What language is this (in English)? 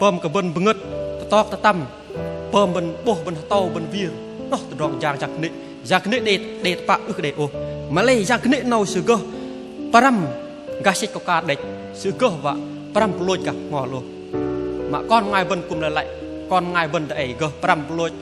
Bahnar